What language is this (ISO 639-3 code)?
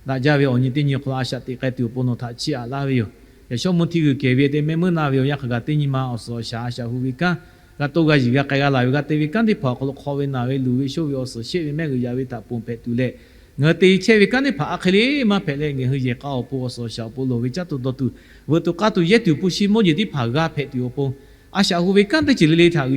lhu